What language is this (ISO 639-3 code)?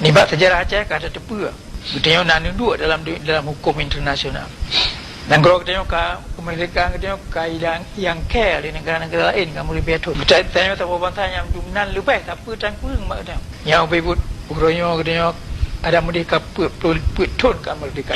ace